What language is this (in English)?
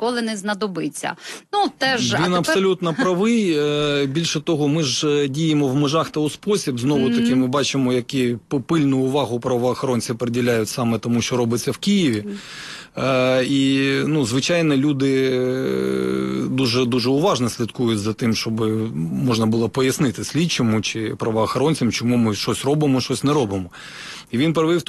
Ukrainian